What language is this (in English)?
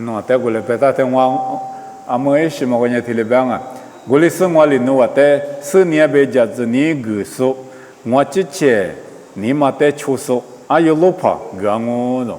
Lisu